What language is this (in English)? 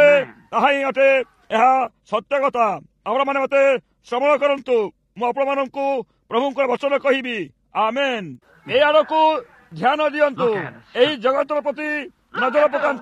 Odia